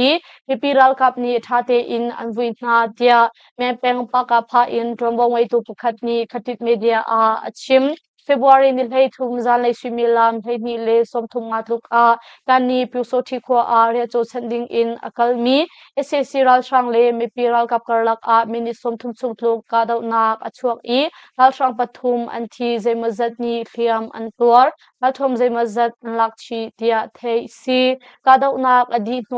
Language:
Hakha Chin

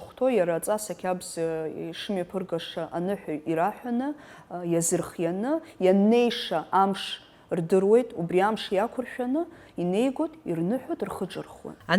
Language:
Abkhazian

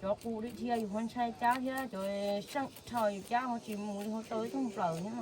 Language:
Hmong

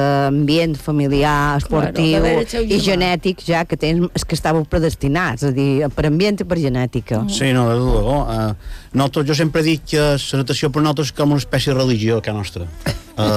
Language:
Catalan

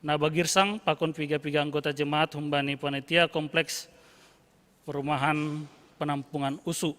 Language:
Batak Simalungun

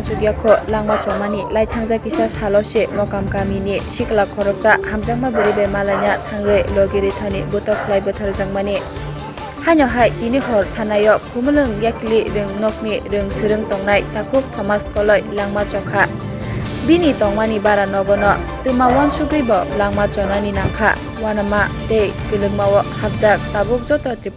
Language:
Kok Borok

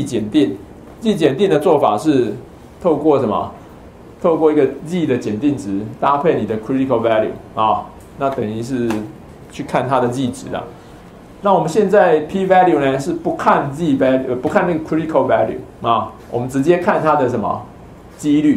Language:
Chinese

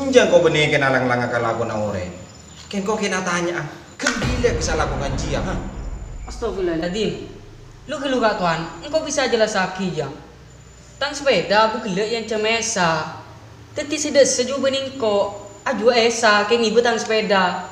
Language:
Madurese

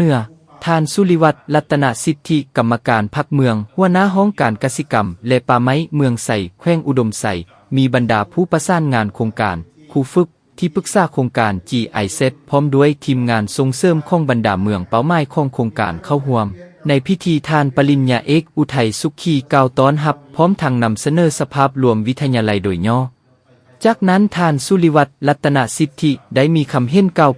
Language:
Lao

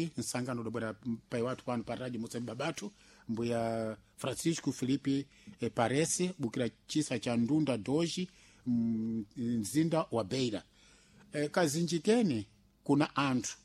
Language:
Sena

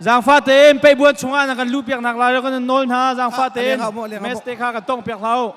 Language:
Hakha Chin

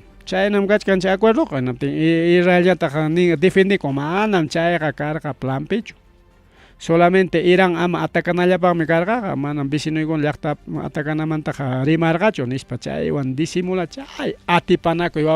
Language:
Ayacucho Quechua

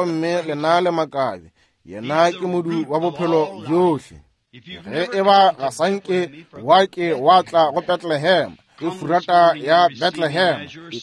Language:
Northern Sotho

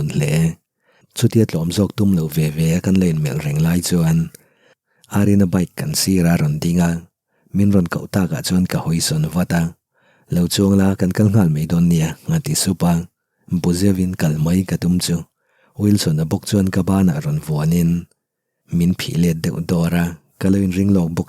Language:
Mizo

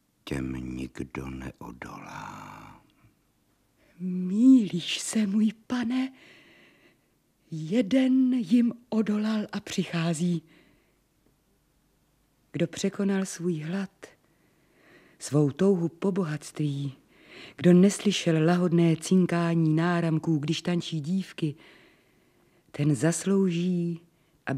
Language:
Czech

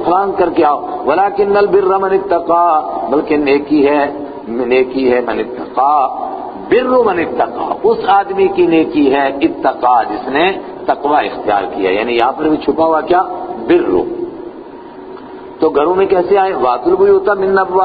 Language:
Urdu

